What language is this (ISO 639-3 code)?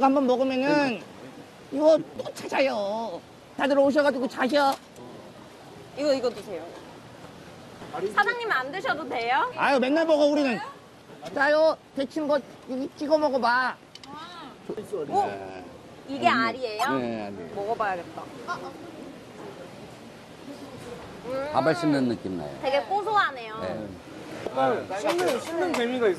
kor